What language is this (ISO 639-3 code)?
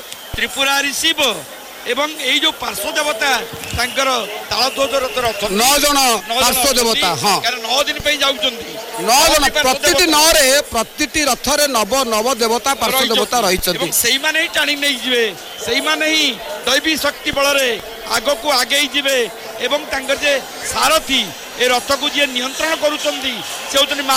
ori